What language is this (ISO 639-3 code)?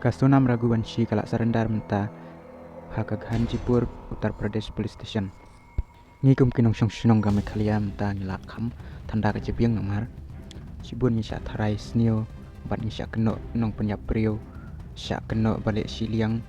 kha